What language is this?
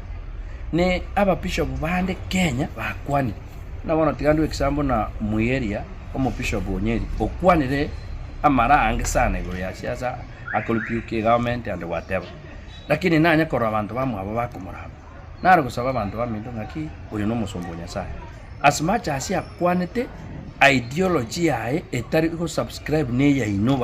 Gusii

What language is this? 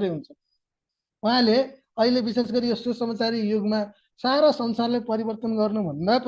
Nepali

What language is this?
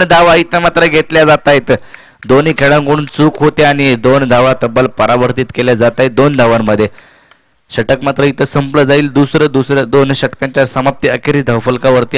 Marathi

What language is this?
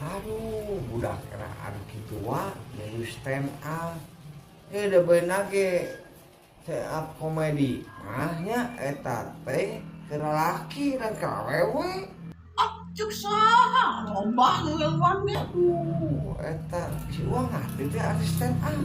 Sundanese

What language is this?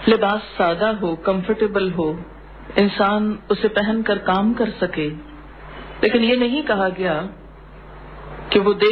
Urdu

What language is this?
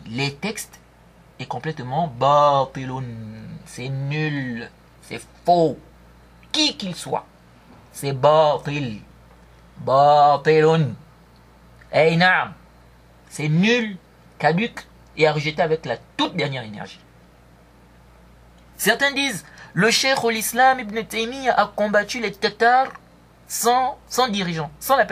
French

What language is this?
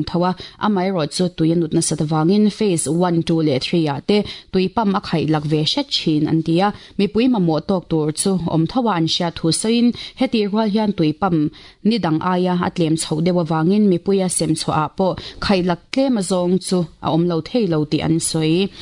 Mizo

